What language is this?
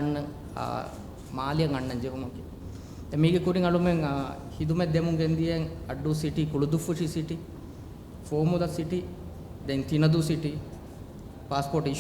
Divehi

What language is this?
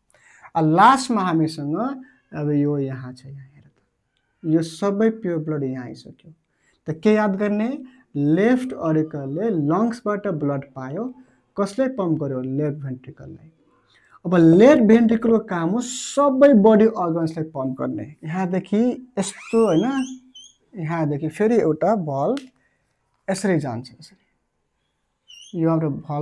Nepali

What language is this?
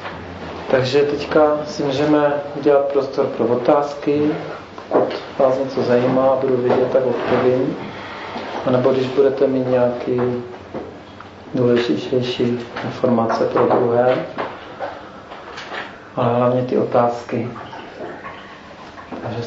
Czech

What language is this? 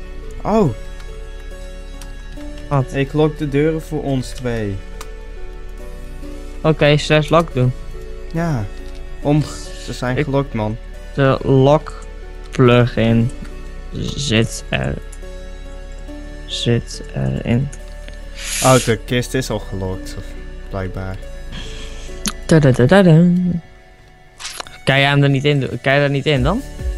Dutch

